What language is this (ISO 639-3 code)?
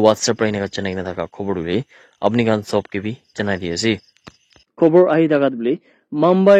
nag